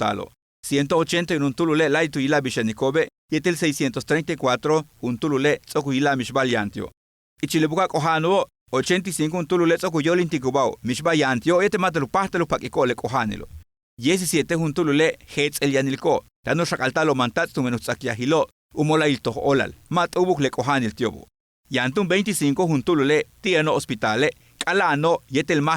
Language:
Yucateco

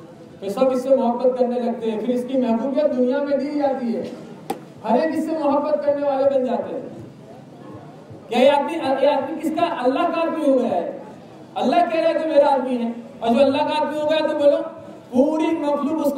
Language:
Urdu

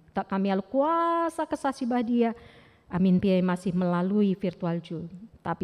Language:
Batak Karo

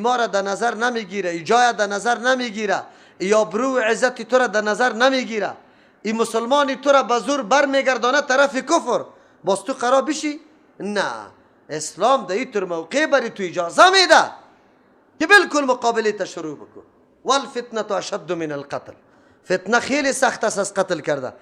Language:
Persian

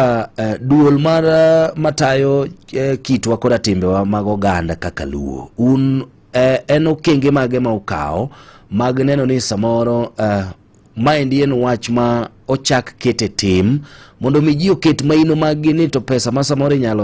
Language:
Luo (Kenya and Tanzania)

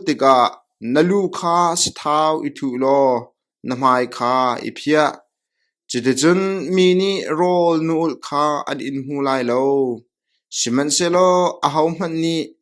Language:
Hakha Chin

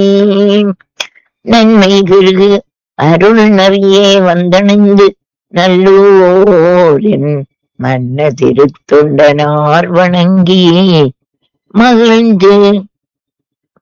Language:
Tamil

